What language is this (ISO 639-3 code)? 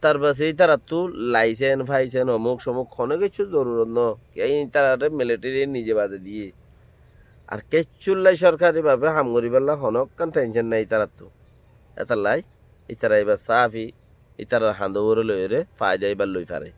rhg